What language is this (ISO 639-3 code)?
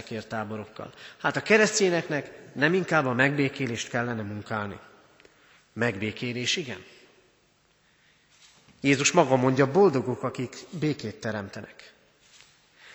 hun